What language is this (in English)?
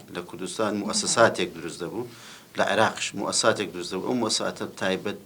Central Kurdish